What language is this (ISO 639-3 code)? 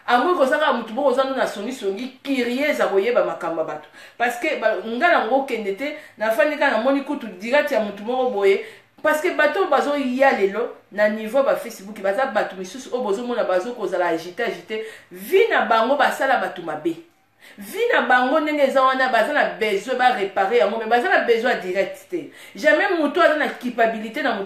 lin